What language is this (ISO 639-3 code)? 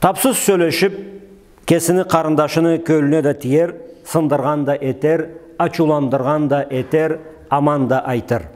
krc